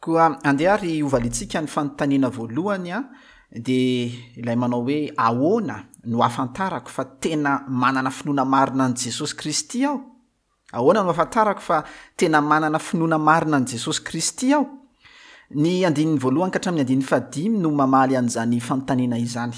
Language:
Malagasy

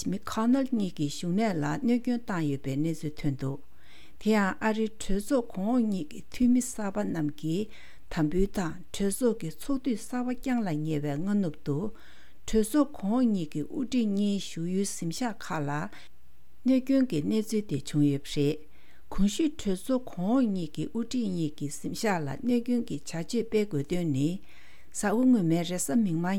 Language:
Tibetan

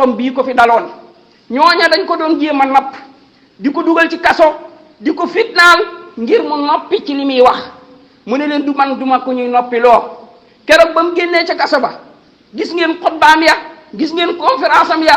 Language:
Wolof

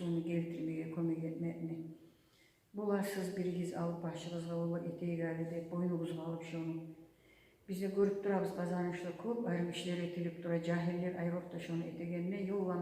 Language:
Kumyk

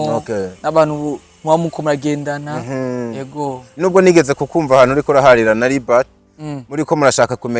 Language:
Rundi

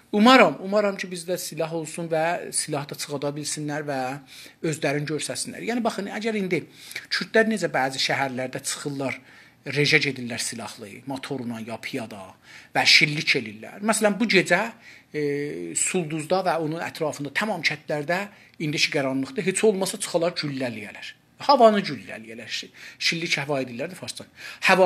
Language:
South Azerbaijani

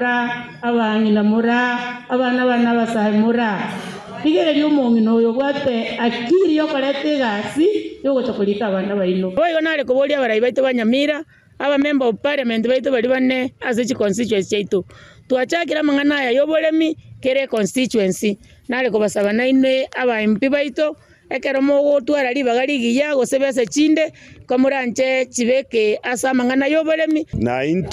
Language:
Gusii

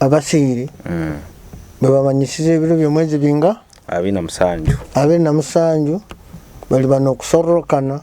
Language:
Nyoro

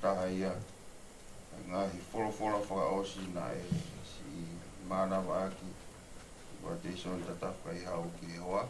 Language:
Tongan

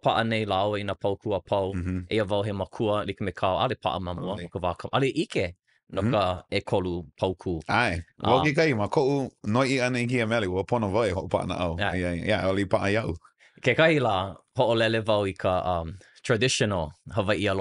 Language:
Hawaiian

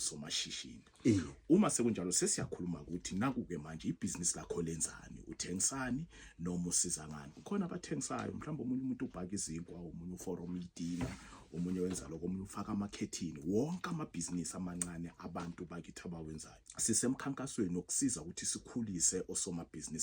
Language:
Zulu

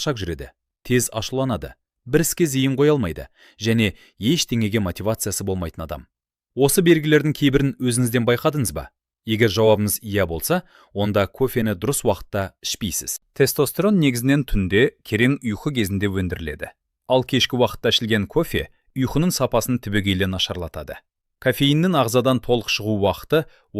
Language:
Kazakh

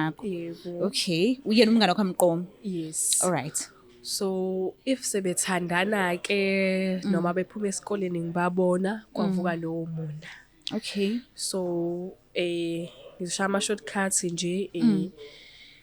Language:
Zulu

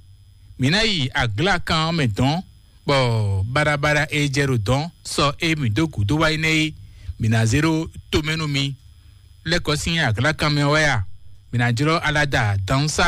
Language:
Fon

